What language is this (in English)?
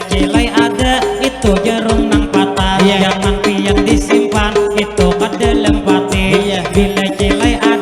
Banjar